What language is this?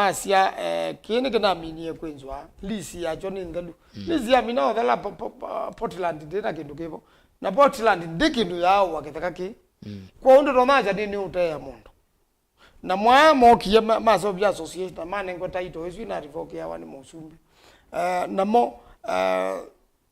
Kamba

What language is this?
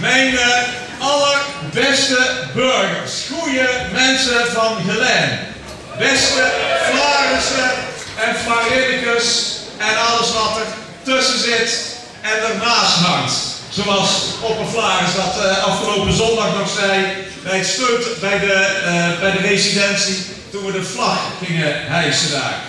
Limburgish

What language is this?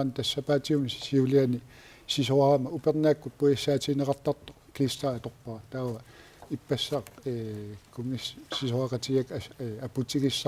Kalaallisut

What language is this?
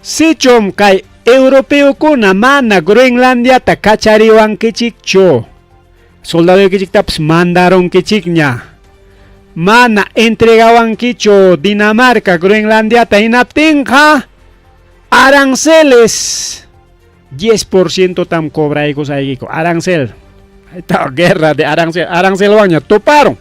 Ayacucho Quechua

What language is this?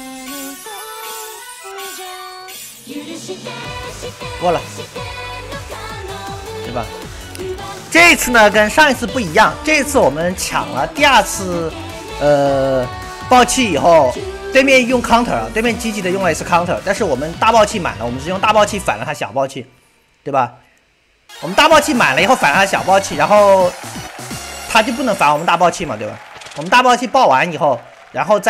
Chinese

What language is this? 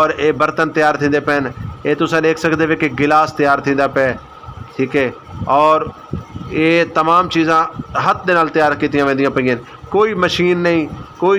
Saraiki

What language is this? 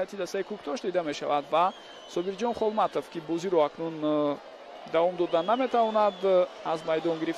Tajik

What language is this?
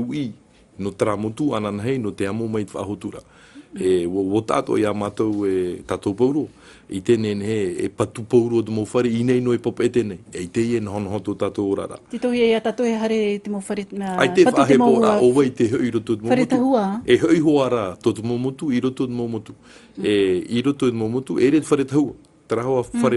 Tahitian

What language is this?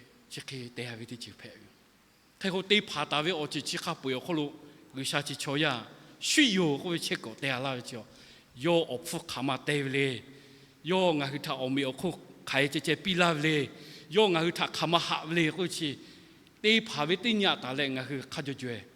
Lahu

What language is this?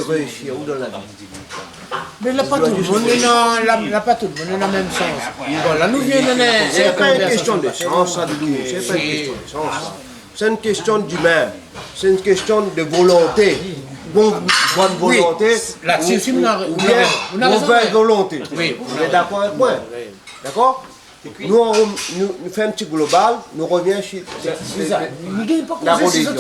Réunion Creole French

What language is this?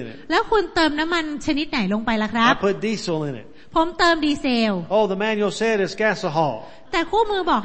Thai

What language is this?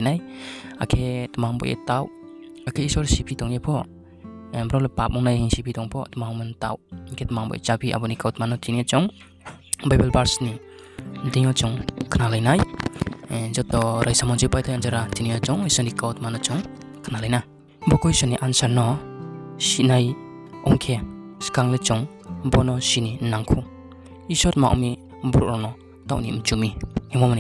Riang (India)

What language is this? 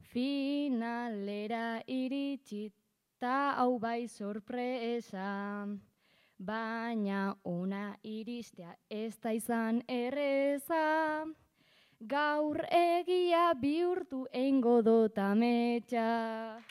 Basque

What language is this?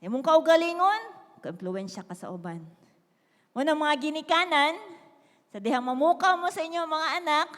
Cebuano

